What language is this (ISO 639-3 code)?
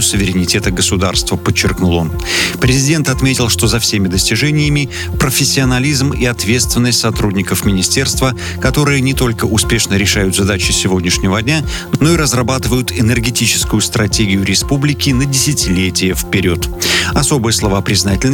rus